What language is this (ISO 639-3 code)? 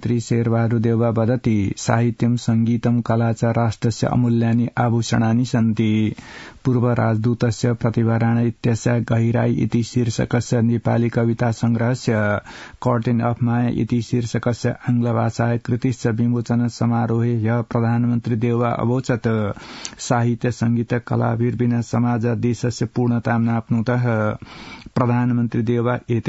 san